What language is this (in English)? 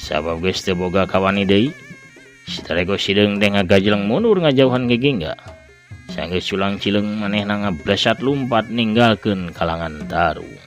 Sundanese